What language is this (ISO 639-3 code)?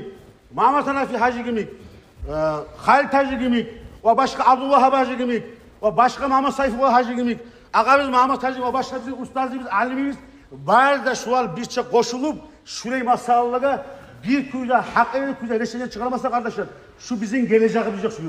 kum